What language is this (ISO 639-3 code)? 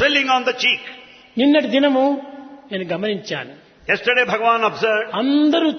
tel